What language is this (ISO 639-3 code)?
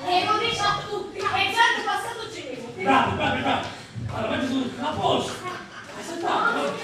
scn